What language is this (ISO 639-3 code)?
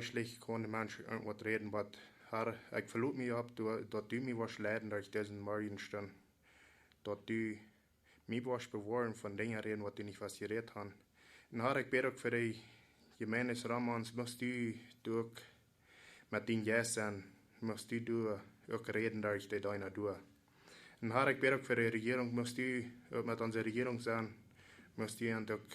pdt